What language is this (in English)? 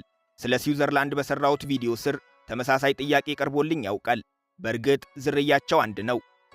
Amharic